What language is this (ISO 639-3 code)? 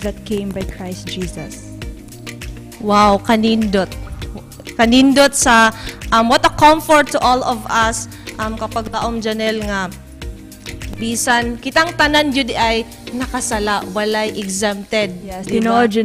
ceb